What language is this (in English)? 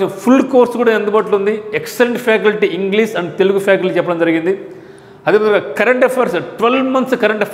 Telugu